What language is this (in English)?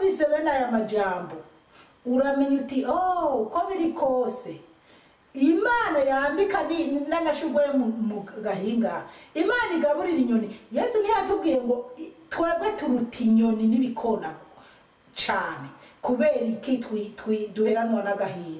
Rundi